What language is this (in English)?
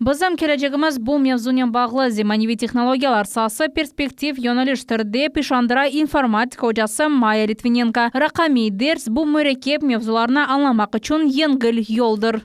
Crimean Tatar